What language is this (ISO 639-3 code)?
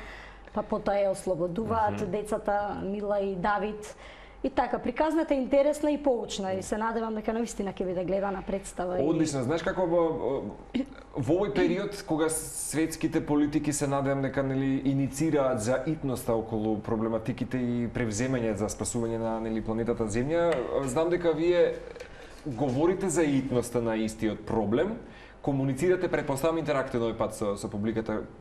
mkd